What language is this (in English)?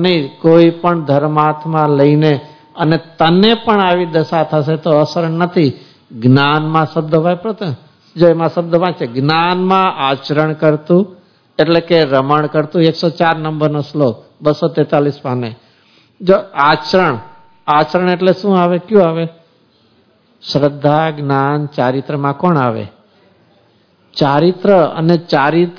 Gujarati